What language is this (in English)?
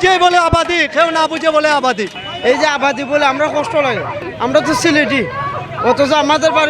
Sylheti